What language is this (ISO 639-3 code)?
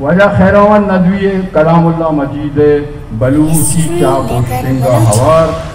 bal